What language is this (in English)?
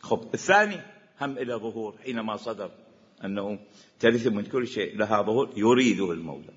Mesopotamian Arabic